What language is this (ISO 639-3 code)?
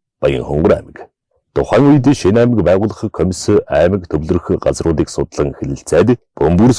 mon